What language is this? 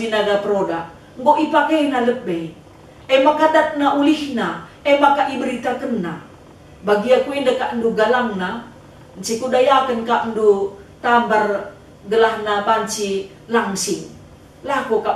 Batak Karo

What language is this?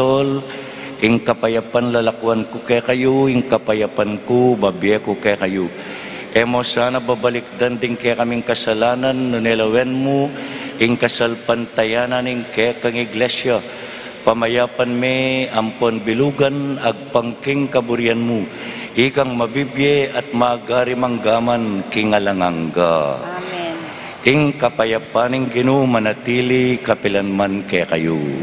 Pampanga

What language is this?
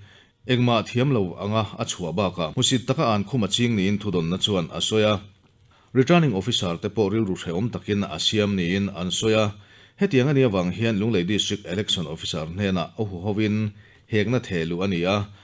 Mizo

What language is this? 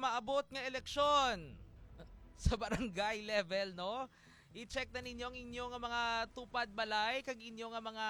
Hiligaynon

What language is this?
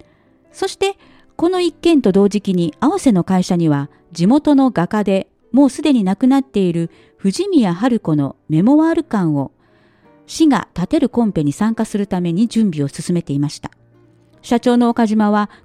Japanese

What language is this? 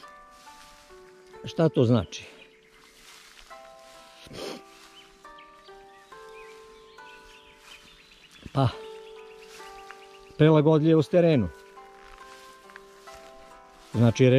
Serbian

